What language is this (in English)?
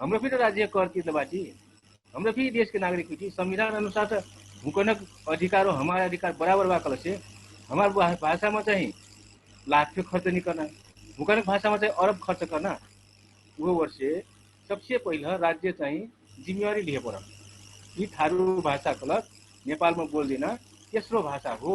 Dangaura Tharu